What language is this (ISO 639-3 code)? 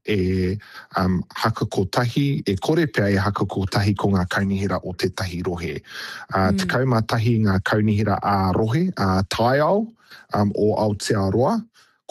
mri